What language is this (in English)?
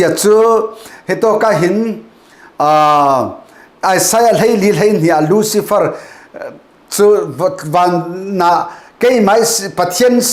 Falam Chin